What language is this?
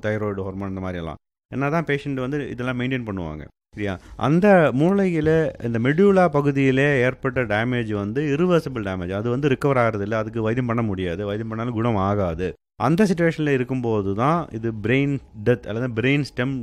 Tamil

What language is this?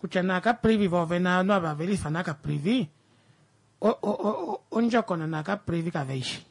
Kuanyama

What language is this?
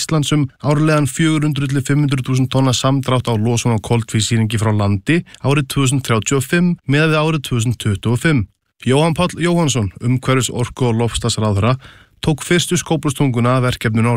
Icelandic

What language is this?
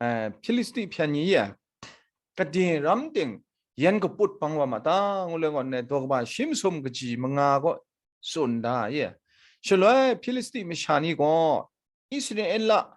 Kachin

